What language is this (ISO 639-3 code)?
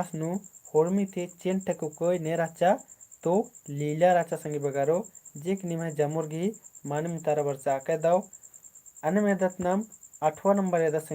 kru